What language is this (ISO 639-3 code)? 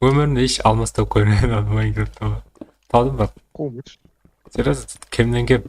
kaa